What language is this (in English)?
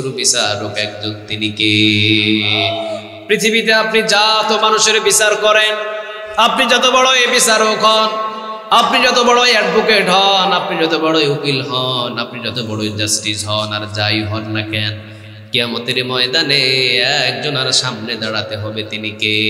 Bangla